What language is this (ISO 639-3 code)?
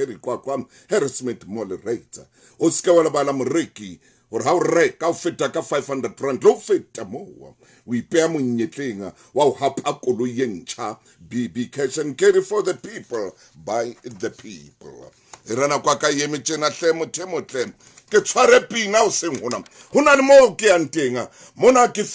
sot